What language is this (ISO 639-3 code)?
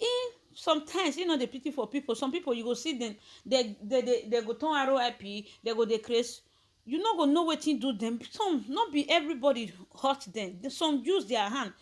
pcm